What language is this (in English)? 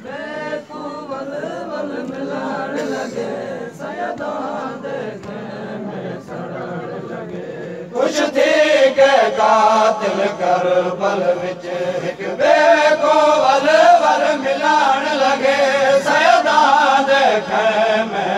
Saraiki